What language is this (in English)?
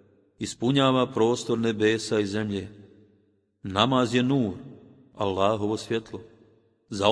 Bosnian